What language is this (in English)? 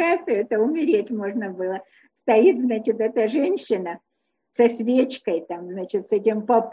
Russian